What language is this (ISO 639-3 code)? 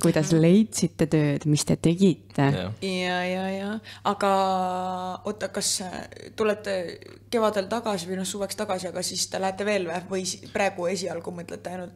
est